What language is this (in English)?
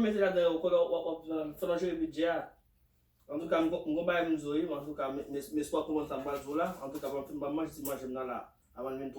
Haitian Creole